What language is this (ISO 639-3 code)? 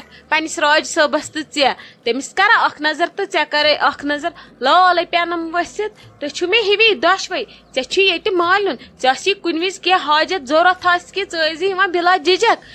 kas